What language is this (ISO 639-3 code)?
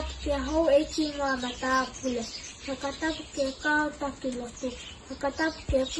ton